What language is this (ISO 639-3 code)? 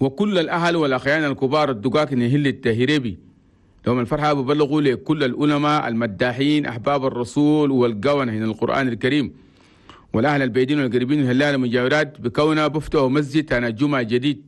shu